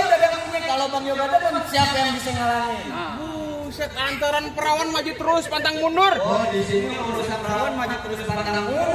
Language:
Betawi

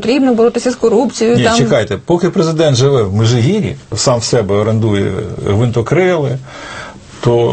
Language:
Ukrainian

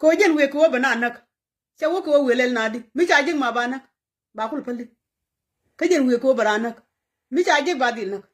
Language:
Nuer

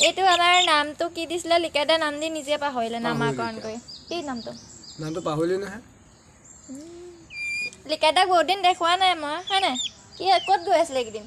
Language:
Assamese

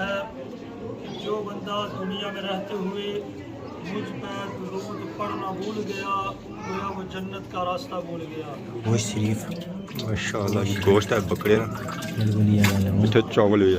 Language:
Pahari-Potwari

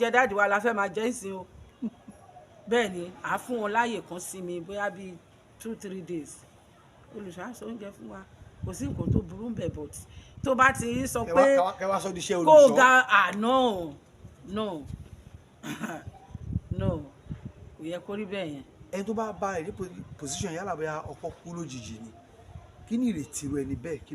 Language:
Yoruba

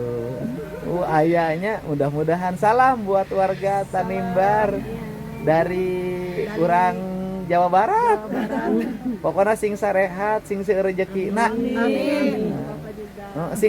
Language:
Sundanese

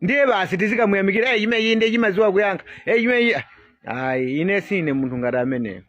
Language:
Nyanja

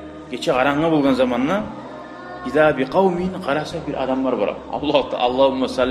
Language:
Kumyk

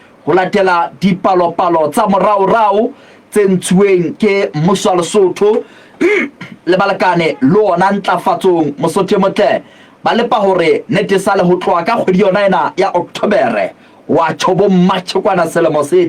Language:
Southern Sotho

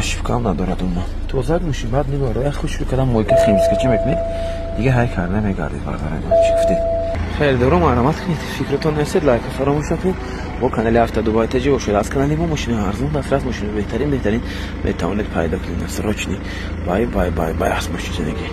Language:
Tajik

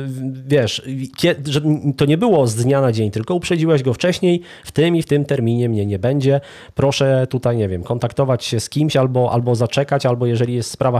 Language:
Polish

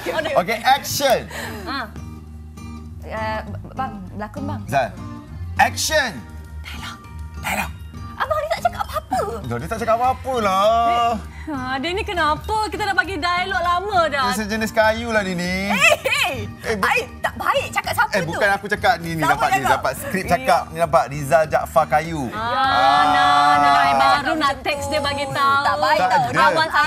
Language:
Malay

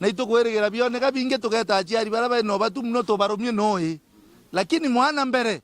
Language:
Meru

